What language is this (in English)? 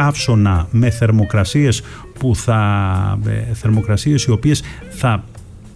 Greek